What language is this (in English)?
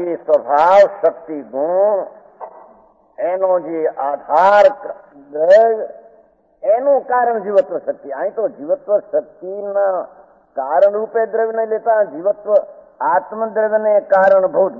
Gujarati